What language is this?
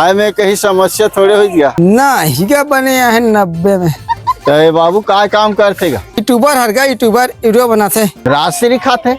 Chhattisgarhi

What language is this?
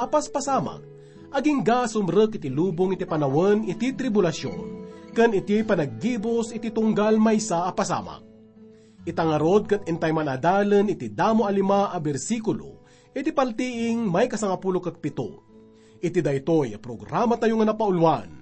Iloko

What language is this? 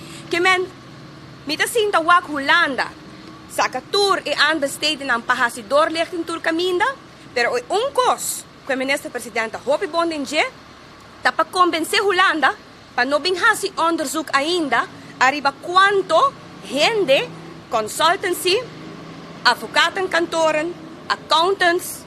Papiamento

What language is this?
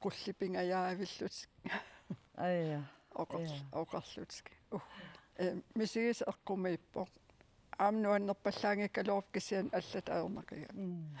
Kalaallisut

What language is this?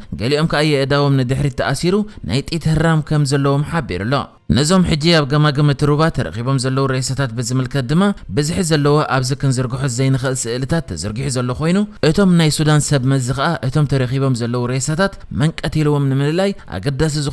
Tigrinya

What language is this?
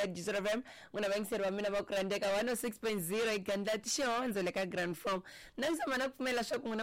Tsonga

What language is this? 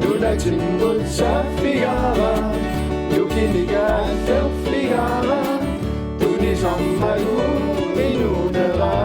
Kalaallisut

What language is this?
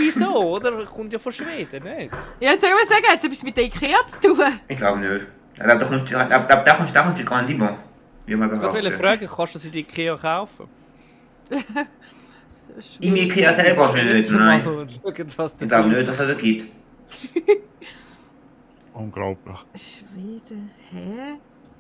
Swiss German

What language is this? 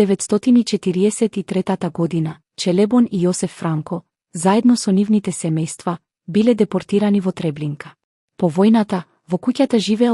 Macedonian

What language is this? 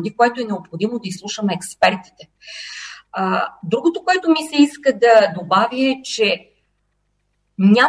Bulgarian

